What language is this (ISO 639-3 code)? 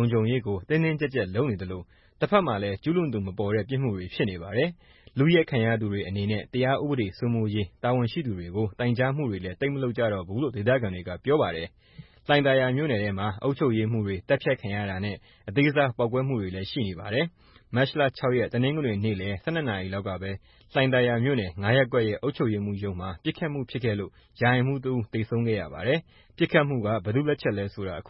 mya